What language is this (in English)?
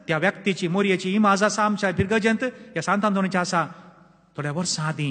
Konkani